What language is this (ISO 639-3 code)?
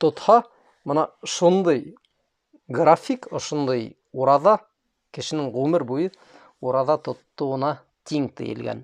bak